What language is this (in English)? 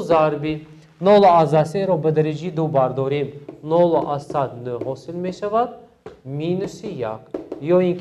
Tajik